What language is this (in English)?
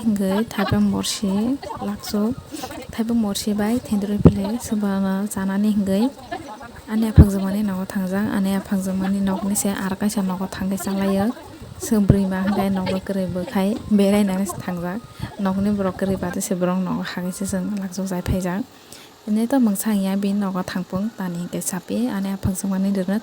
Kok Borok